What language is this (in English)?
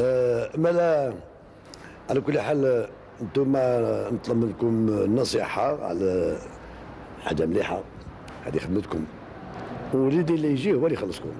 Algerian Arabic